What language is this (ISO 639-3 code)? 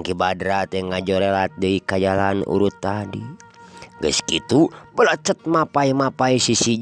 sun